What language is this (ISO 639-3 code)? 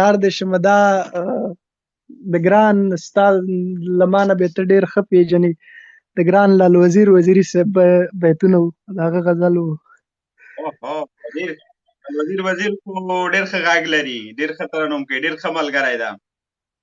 pus